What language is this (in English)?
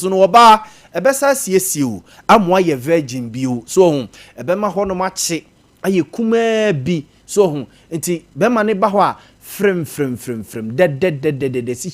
Akan